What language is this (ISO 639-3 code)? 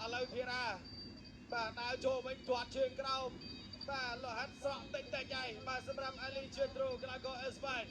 khm